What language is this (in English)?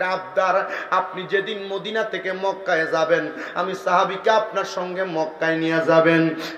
Bangla